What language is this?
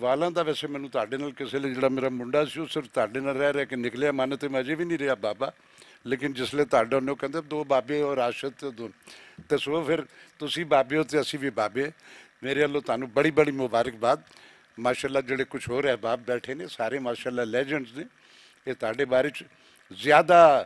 Western Panjabi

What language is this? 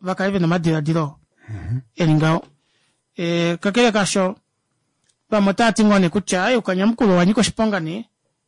Kuanyama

